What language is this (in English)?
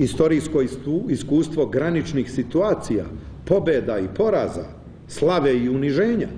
Serbian